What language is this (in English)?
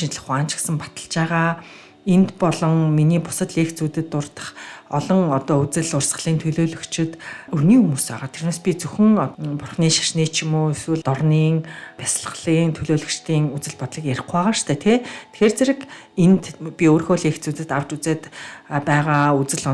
Mongolian